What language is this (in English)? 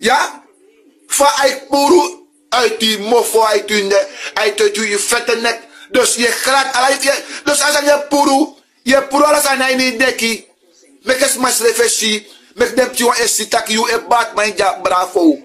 Sranan Tongo